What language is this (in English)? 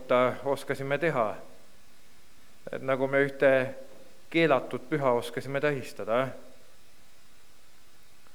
Estonian